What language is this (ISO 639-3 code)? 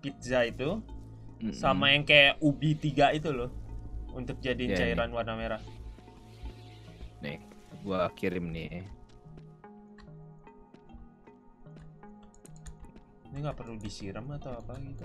ind